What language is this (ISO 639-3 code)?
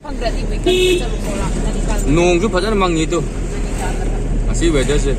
mni